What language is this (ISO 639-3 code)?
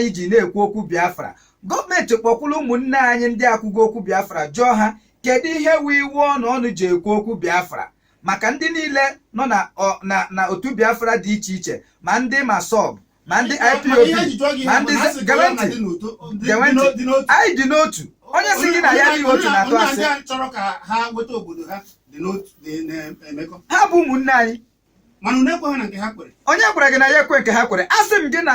ibo